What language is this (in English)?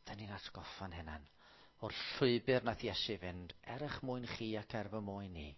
Welsh